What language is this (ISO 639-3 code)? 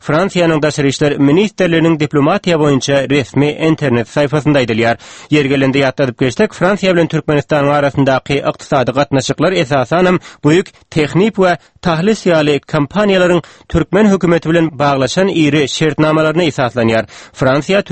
tuk